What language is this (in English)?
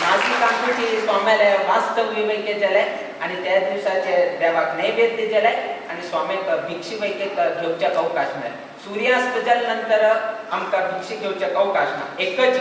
Konkani